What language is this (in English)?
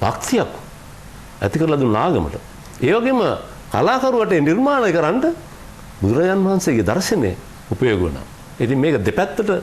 Sinhala